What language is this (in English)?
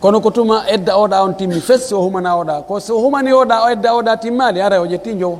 Pular